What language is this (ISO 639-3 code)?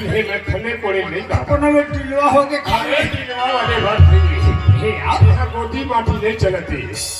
hne